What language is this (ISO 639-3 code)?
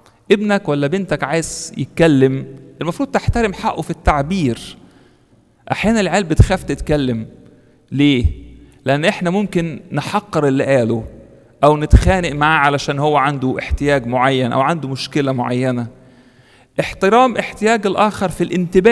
arz